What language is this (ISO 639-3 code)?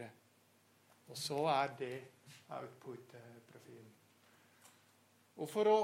nor